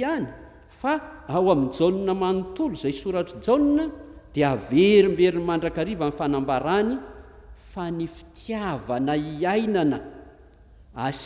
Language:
Malagasy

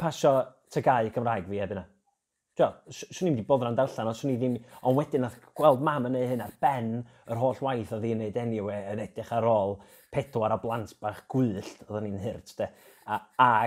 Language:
Welsh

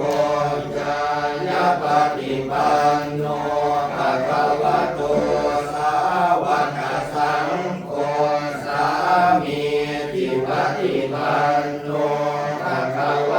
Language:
Pali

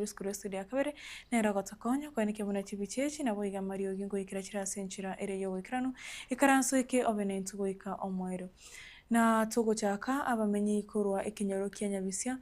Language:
Gusii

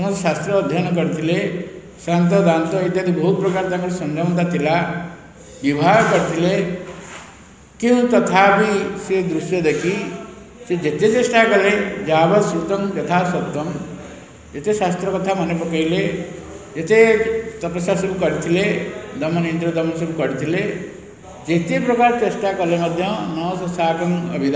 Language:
Odia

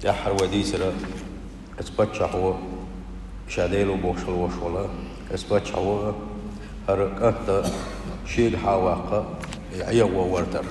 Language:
Chechen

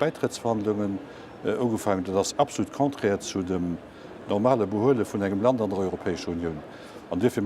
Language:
Luxembourgish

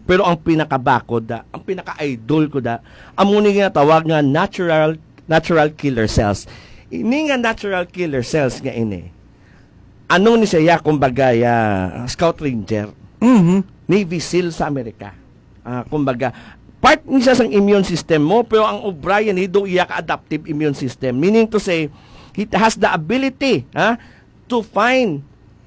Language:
Hiligaynon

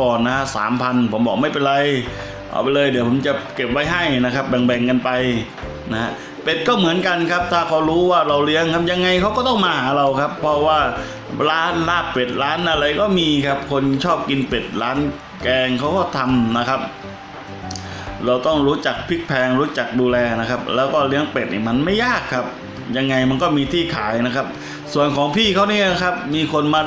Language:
Thai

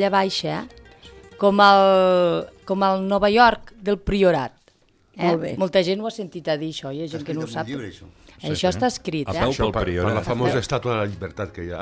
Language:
Catalan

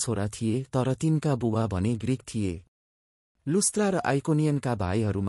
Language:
Nepali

